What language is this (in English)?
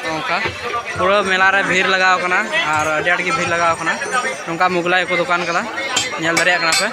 Santali